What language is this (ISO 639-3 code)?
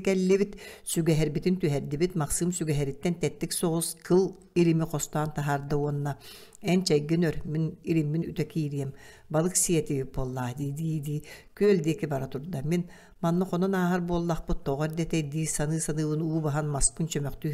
sah